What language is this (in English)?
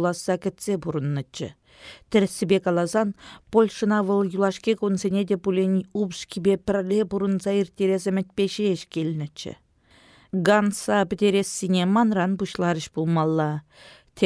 Chuvash